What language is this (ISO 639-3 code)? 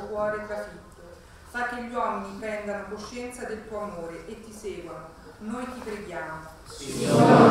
ita